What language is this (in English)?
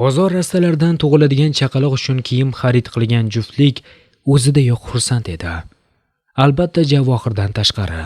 Uzbek